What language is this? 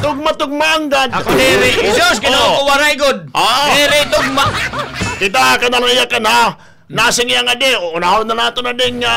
Waray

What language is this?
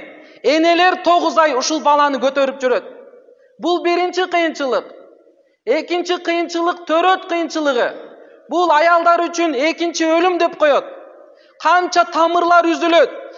Kyrgyz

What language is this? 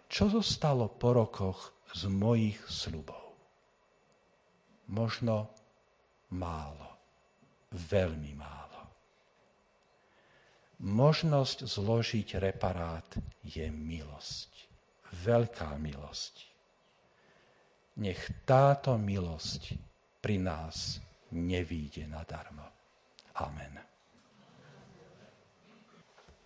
Slovak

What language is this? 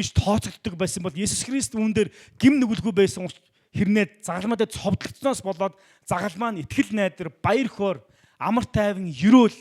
Mongolian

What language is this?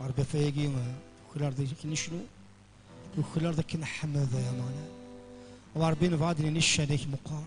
Kabyle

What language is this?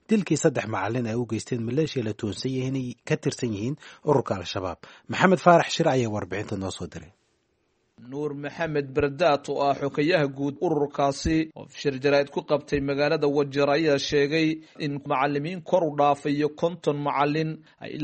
Somali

